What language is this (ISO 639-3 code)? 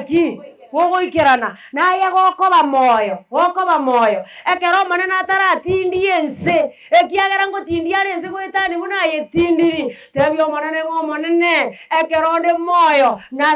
guz